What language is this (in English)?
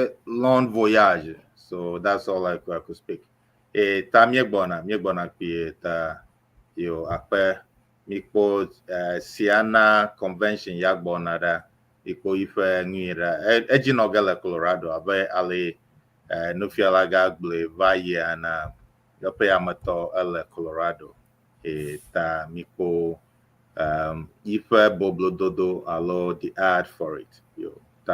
Ewe